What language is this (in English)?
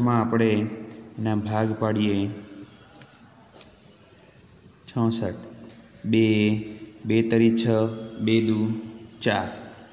Gujarati